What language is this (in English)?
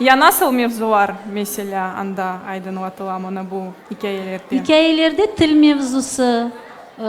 Crimean Tatar